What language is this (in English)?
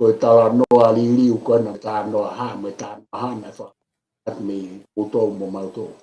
Tongan